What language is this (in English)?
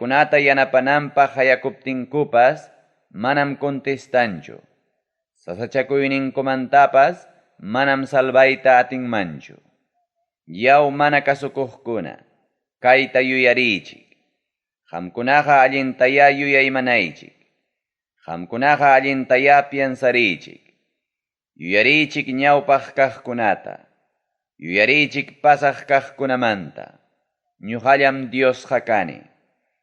Ayacucho Quechua